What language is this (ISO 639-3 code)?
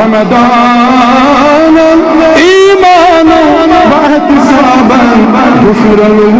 kas